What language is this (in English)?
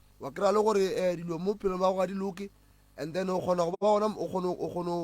Northern Sotho